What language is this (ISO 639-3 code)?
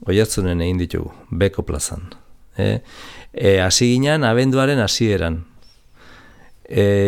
eus